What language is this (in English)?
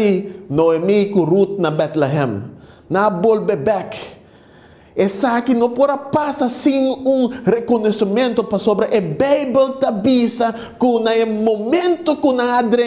Papiamento